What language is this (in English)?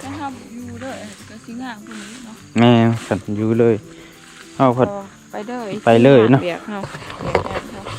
Lao